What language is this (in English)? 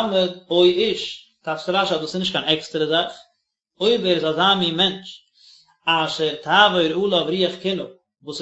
Yiddish